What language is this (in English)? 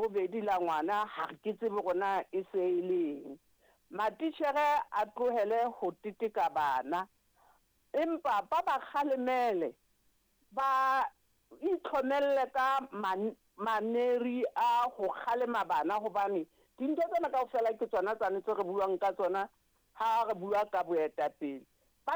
Southern Sotho